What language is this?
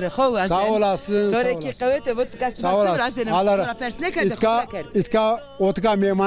Zaza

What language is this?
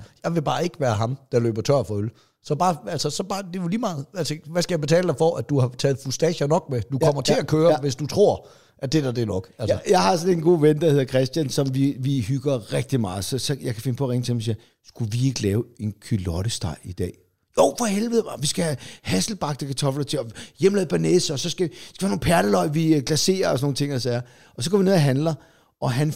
Danish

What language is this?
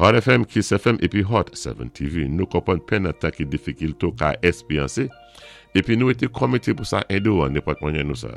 Saint Lucian Creole French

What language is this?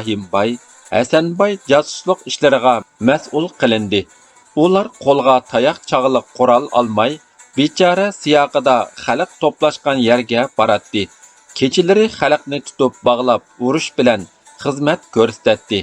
Uyghur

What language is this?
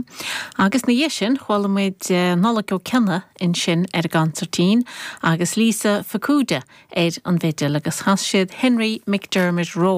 Irish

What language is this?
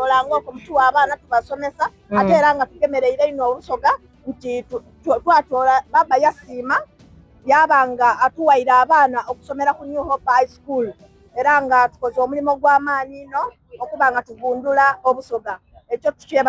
Soga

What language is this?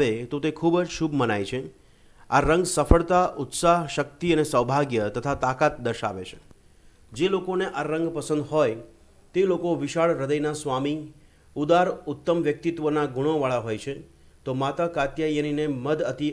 Gujarati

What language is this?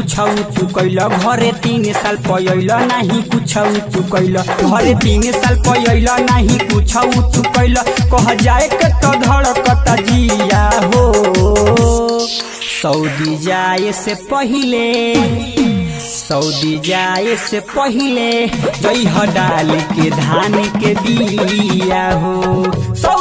Bhojpuri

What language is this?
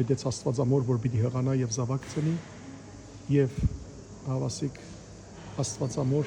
Western Armenian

